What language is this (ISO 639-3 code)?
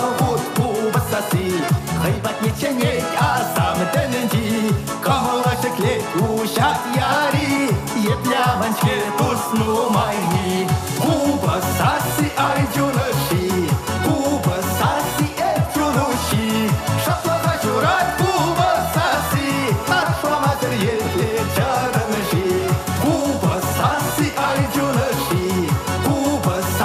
chv